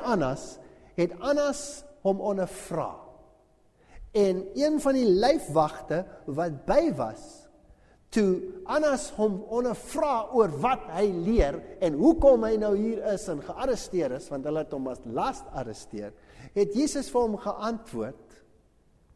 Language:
Afrikaans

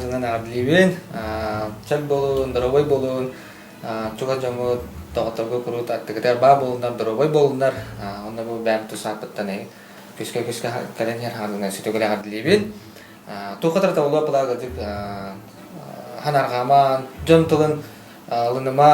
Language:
Yakut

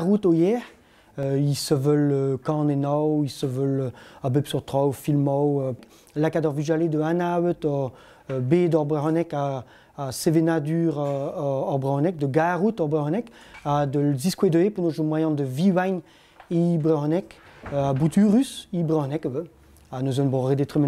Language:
Breton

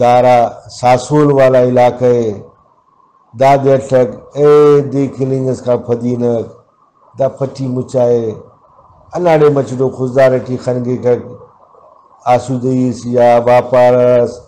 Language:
Brahui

